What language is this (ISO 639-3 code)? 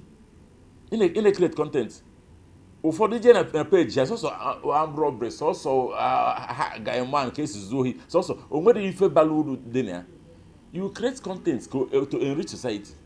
ibo